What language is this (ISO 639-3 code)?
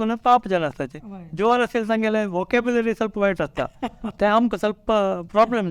kok